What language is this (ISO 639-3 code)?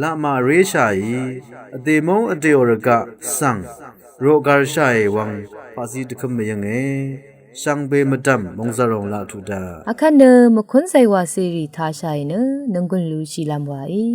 raw